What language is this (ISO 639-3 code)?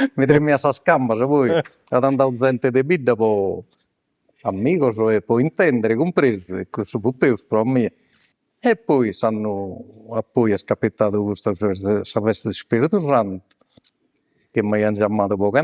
srd